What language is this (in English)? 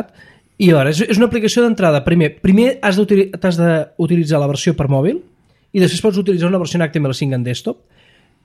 Catalan